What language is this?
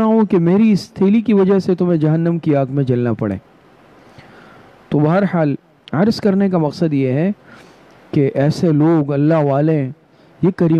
Urdu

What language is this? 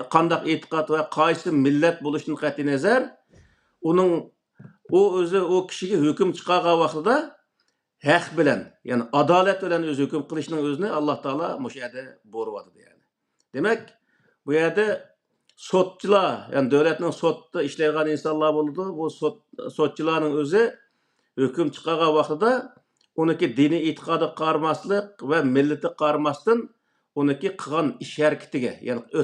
Uyghur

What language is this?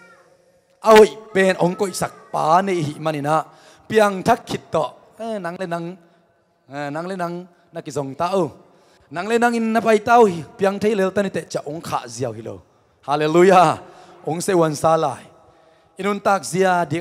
Tedim Chin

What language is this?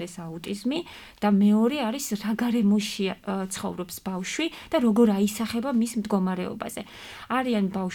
Georgian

